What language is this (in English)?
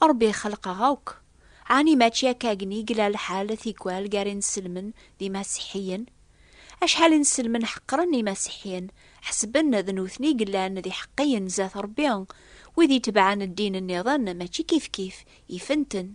Kabyle